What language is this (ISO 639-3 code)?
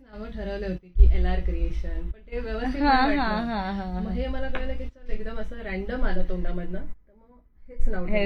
mar